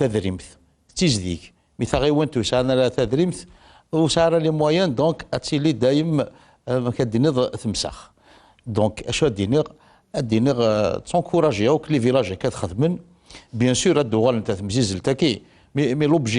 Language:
Kabyle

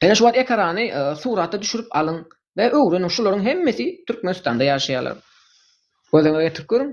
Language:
Turkmen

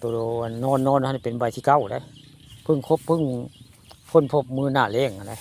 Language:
Northeastern Thai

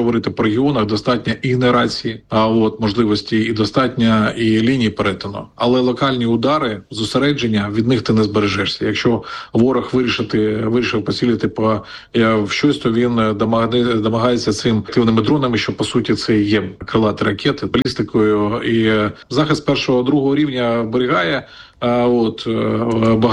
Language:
Ukrainian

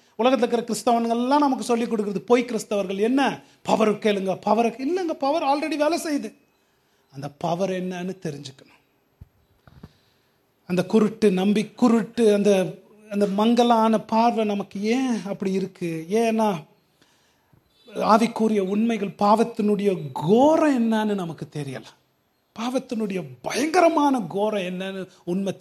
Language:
Tamil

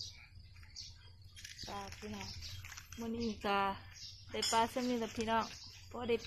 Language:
Lao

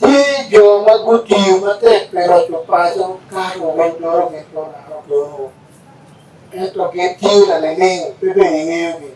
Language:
Acoli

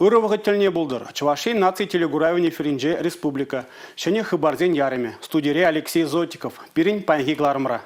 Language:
Chuvash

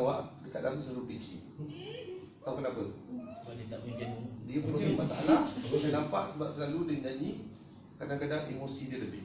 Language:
Malay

